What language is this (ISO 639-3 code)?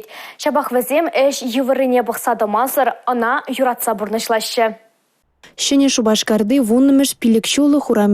chv